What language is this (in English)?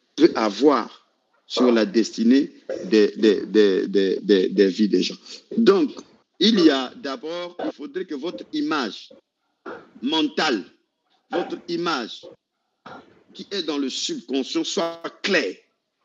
French